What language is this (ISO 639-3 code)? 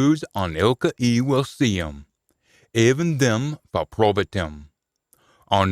sco